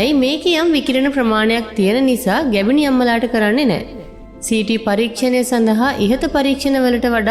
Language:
Sinhala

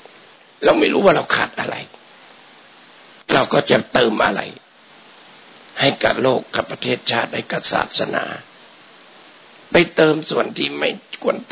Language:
Thai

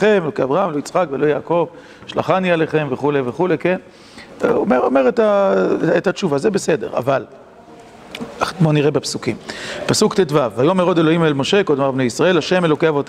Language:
Hebrew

